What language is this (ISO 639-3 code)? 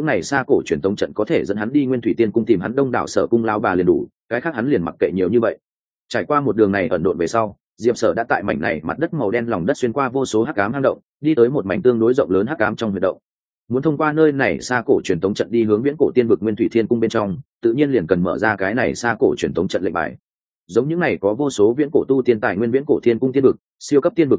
vie